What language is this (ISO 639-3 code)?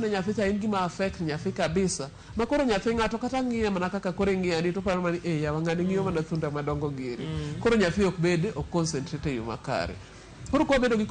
luo